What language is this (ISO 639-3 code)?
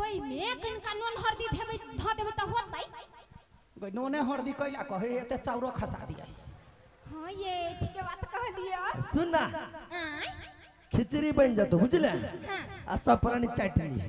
mai